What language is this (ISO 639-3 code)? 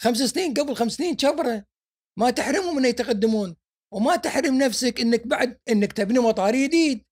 afb